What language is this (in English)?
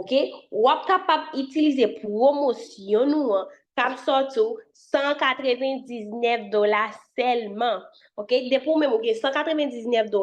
Haitian Creole